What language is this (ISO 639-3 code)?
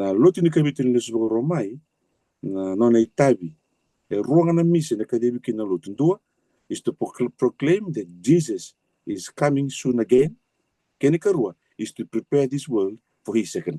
fij